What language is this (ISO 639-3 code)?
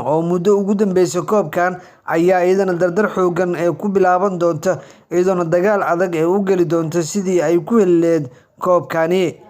som